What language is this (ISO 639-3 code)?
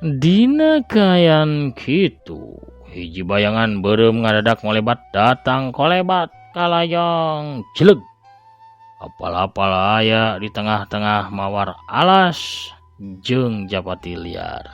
sun